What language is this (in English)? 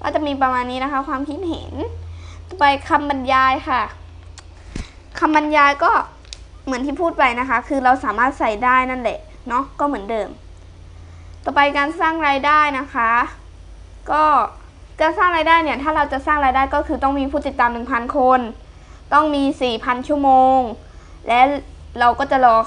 Thai